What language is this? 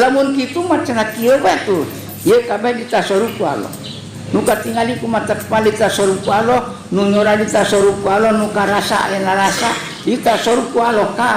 Sundanese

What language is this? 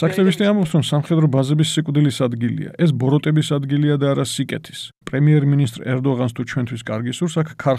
Georgian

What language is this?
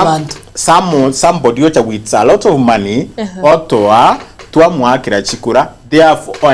Gusii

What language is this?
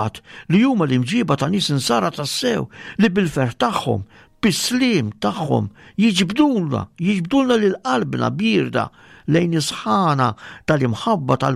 Maltese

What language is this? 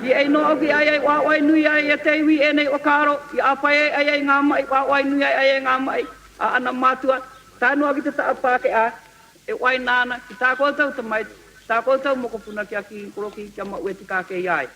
Māori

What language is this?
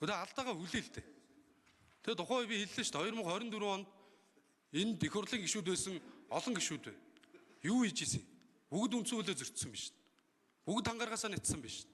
Mongolian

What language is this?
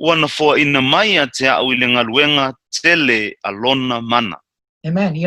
Samoan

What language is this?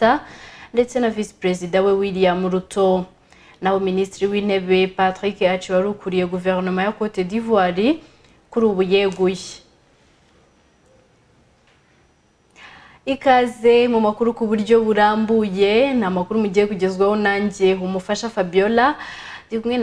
Kinyarwanda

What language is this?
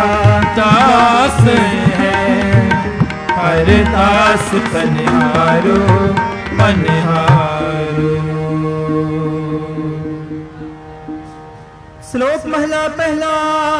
Punjabi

